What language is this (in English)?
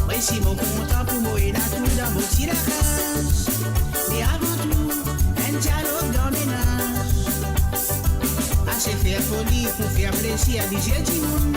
Morisyen